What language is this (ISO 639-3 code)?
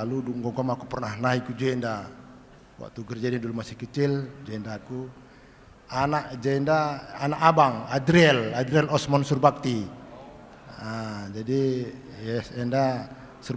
btx